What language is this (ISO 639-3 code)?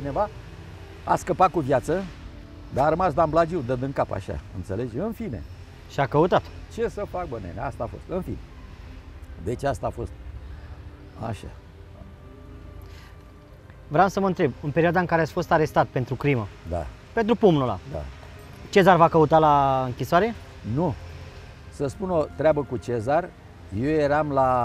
ron